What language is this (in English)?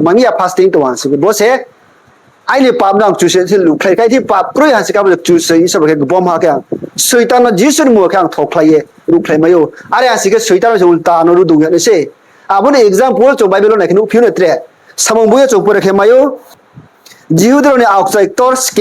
Riang (India)